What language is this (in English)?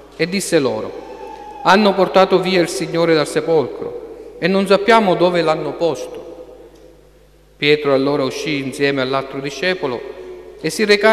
Italian